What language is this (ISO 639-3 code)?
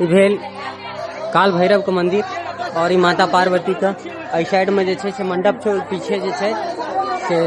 mai